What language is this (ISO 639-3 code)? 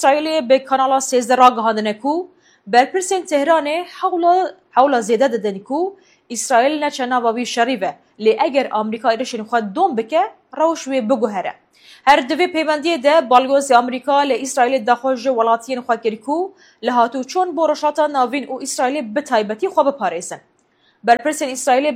kur